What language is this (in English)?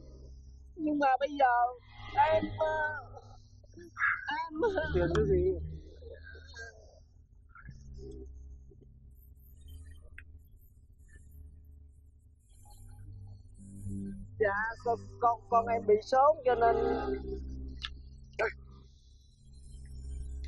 Vietnamese